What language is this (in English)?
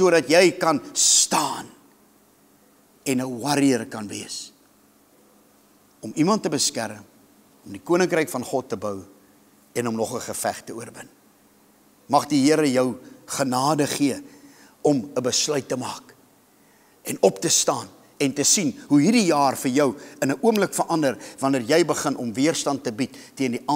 Afrikaans